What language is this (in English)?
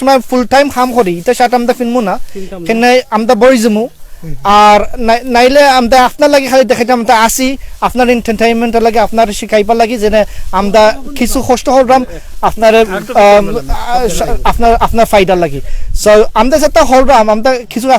Sylheti